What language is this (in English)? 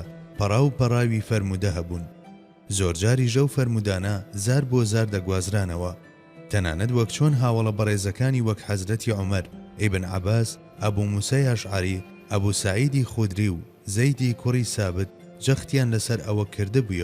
Central Kurdish